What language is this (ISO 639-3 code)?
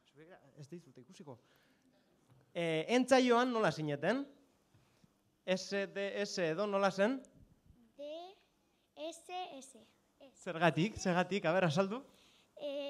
eus